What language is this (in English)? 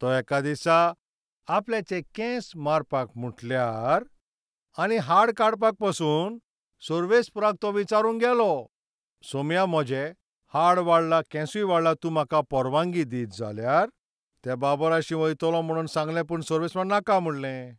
Konkani